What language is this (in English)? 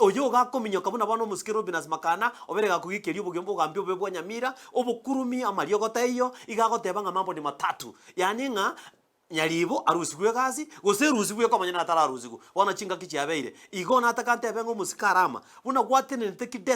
Gusii